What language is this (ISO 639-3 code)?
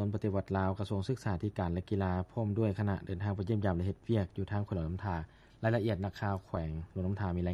lao